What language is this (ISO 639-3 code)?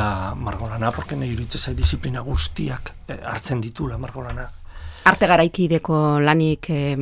eus